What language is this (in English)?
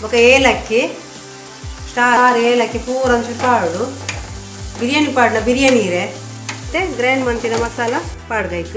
Tulu